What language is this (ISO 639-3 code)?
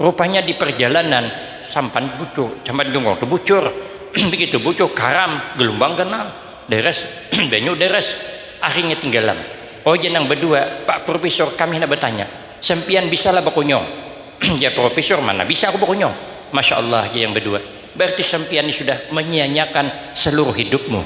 bjn